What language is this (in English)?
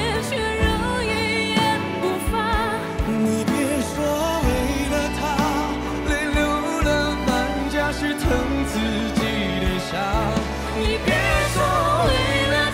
Chinese